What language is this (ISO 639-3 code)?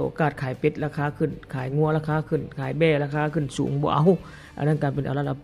lao